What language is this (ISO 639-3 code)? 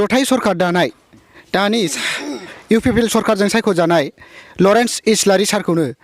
brx